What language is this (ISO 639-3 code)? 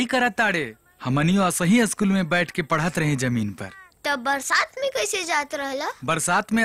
bho